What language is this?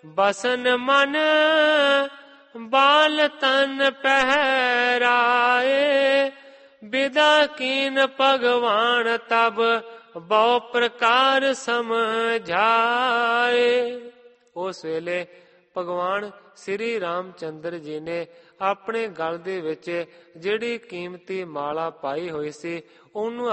Punjabi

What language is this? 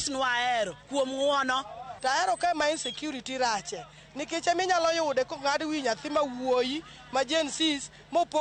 Luo (Kenya and Tanzania)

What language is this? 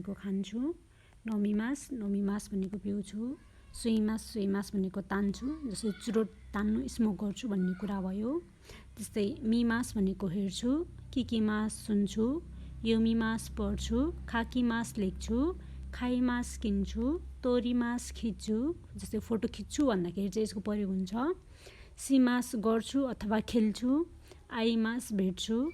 Nepali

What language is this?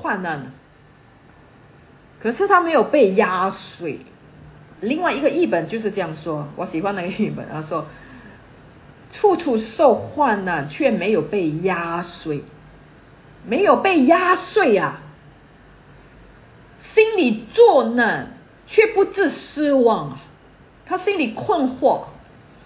Chinese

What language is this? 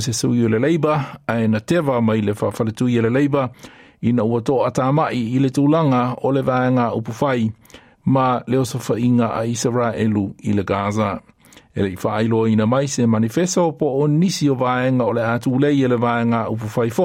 Samoan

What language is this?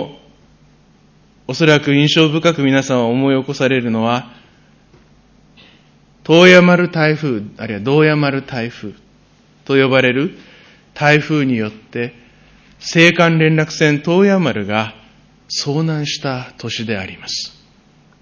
Japanese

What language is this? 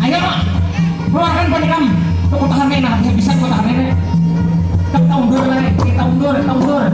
Banjar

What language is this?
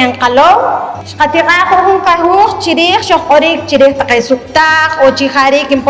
Poqomchi'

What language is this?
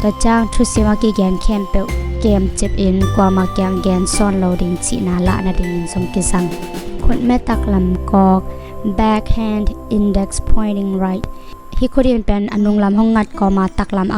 Tedim Chin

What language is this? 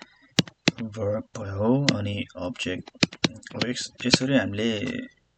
Nepali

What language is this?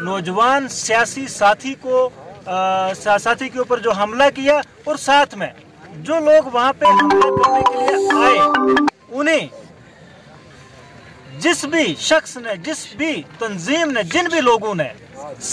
Urdu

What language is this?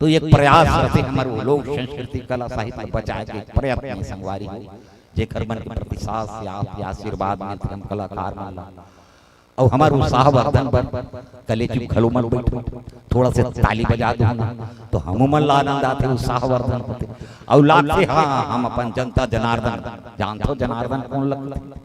Chhattisgarhi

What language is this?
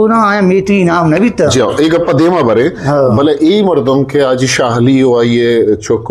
Eastern Balochi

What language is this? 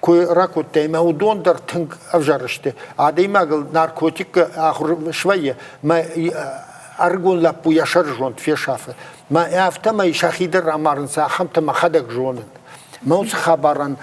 Ossetic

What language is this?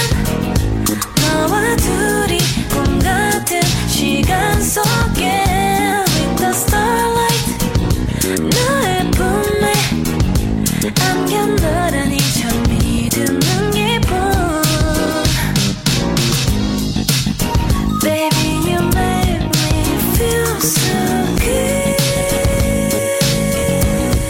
Korean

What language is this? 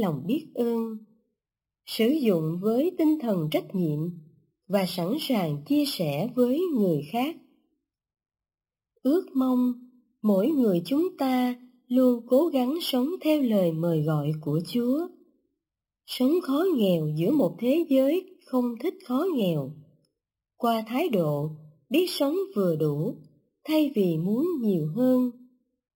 Vietnamese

